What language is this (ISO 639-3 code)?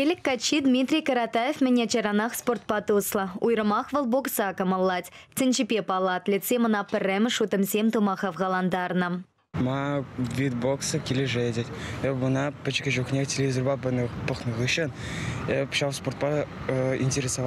chv